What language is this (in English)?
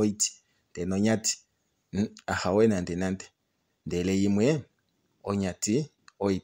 Kuanyama